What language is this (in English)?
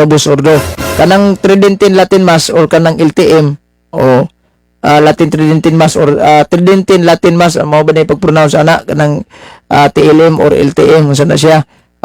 Cebuano